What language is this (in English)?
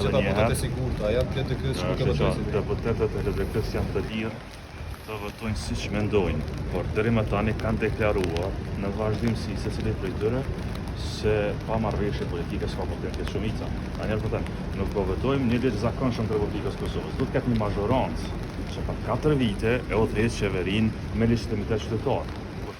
Albanian